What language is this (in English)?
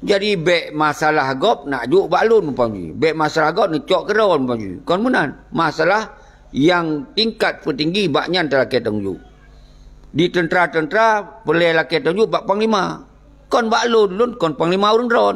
Achinese